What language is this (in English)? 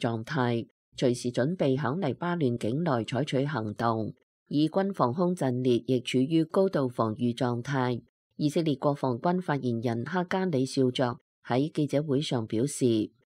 Cantonese